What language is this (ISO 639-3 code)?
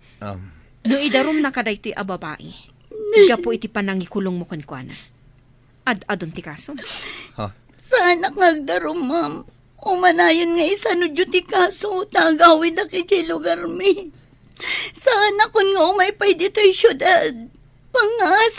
ilo